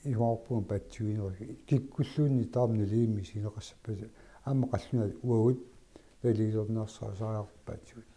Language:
Kalaallisut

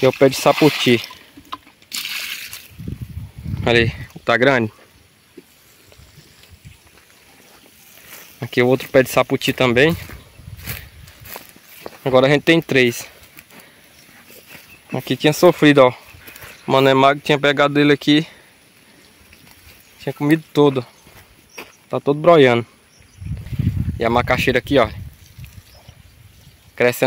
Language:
Portuguese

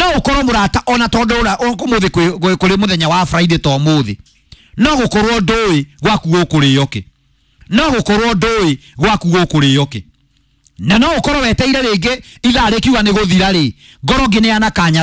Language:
Kikuyu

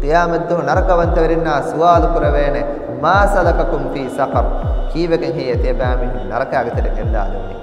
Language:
Divehi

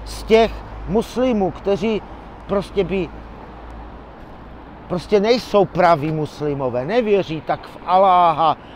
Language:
Czech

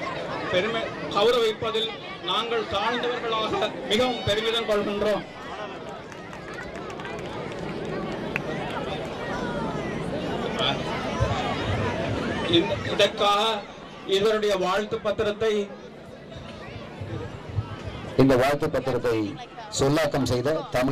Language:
Tamil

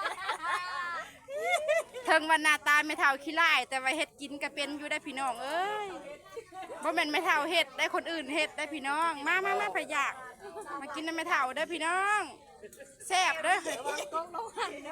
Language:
Lao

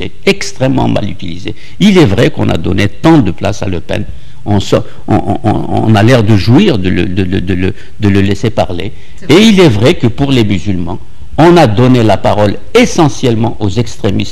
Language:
French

